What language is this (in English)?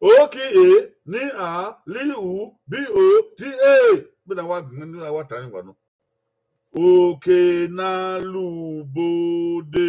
Bini